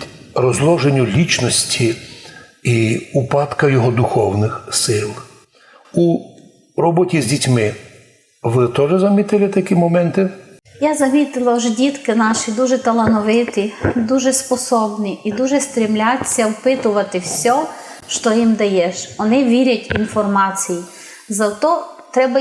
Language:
Rusyn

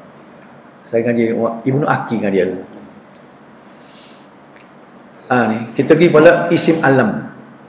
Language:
Malay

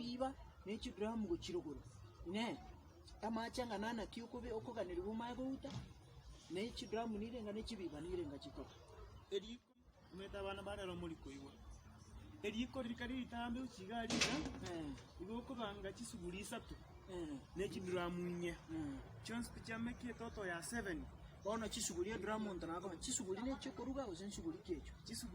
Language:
Gusii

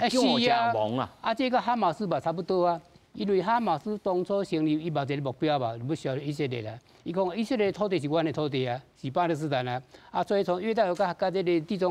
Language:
Min Nan Chinese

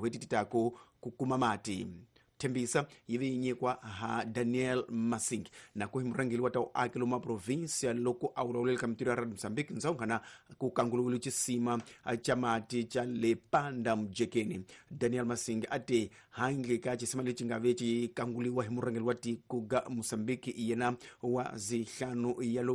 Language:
Tsonga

